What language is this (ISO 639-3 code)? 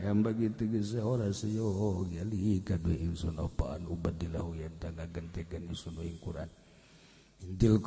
sun